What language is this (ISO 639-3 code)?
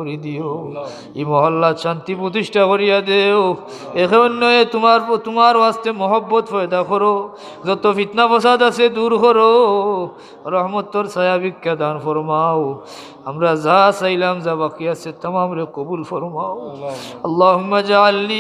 syl